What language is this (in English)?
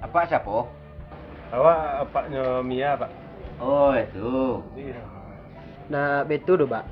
Minangkabau